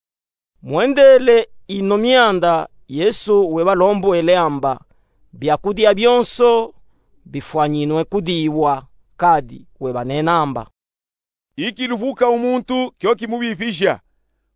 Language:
Luba-Katanga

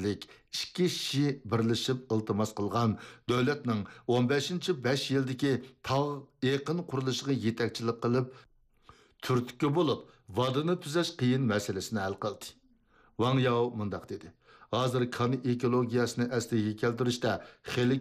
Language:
Uyghur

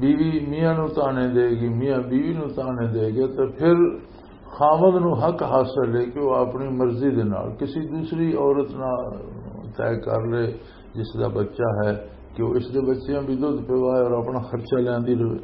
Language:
Western Panjabi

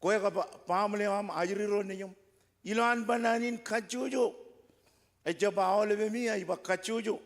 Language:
Marshallese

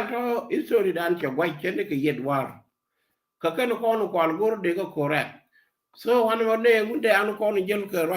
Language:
Nuer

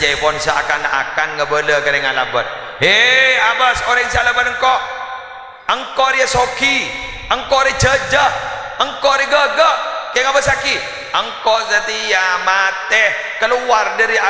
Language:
Madurese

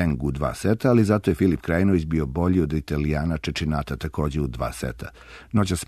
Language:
Serbian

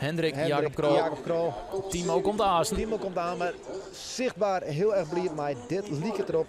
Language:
Western Frisian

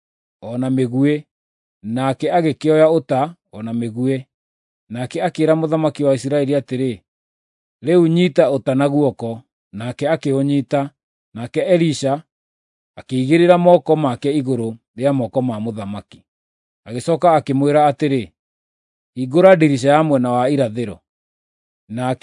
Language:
Kikuyu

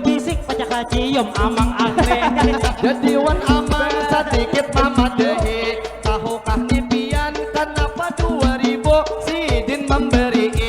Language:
Banjar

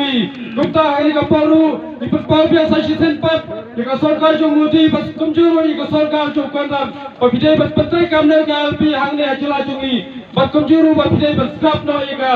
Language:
Khasi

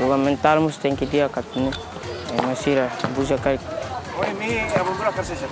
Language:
Tetum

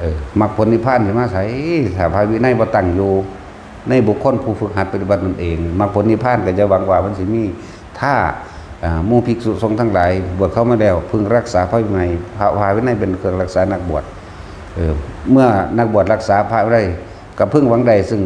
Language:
Northeastern Thai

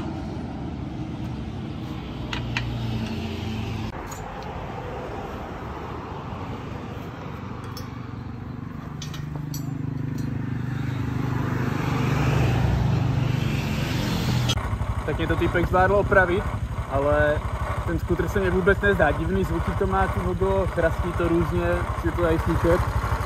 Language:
Czech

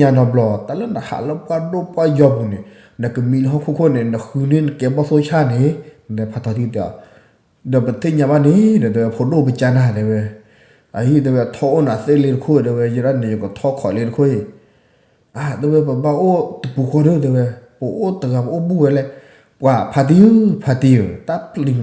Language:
S'gaw Karen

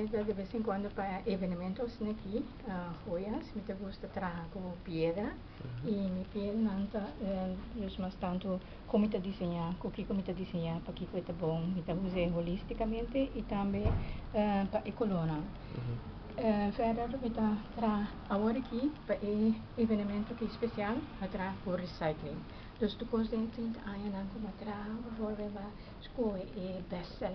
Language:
Papiamento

